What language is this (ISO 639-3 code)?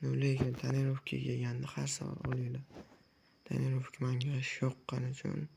uzb